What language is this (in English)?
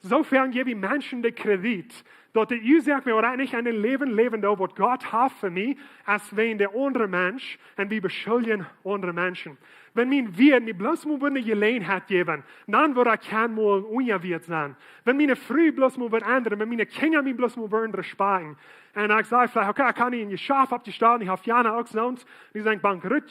Plautdietsch